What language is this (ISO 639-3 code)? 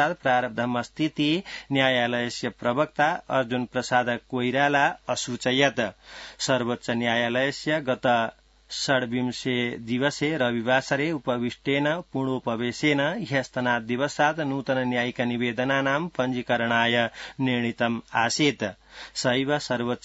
san